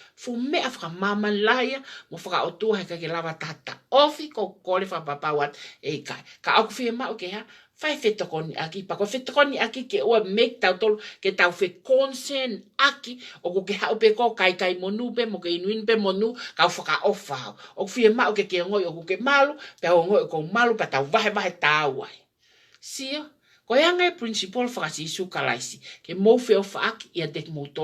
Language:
Tongan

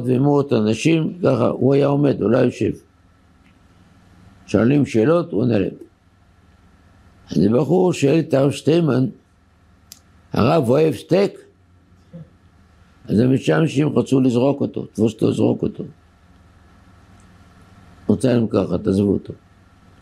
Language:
Hebrew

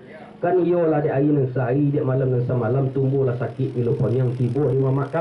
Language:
Minangkabau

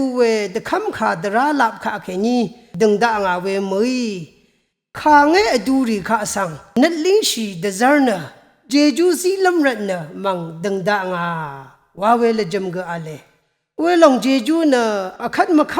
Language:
Rawang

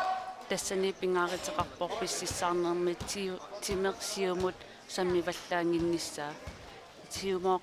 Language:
Kalaallisut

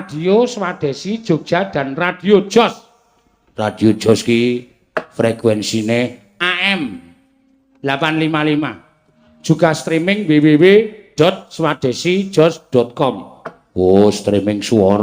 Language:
Javanese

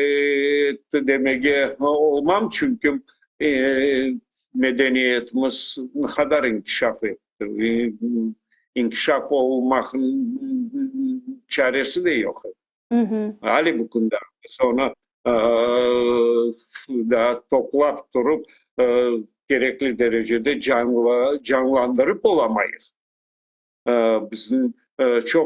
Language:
Crimean Tatar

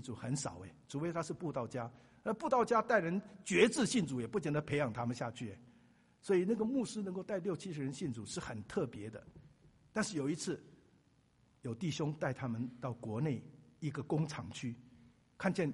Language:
Chinese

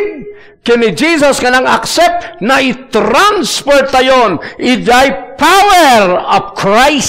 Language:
Iloko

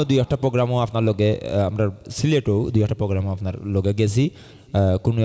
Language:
Sylheti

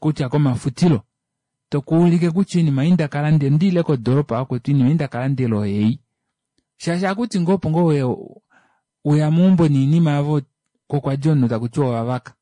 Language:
Kuanyama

